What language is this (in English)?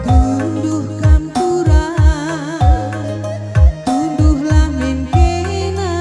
Batak Karo